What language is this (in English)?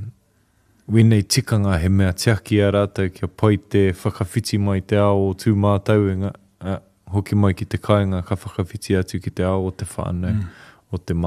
Māori